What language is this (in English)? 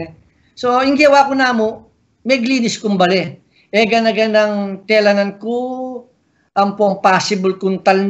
Pampanga